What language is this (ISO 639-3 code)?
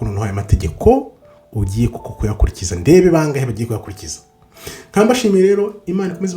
kin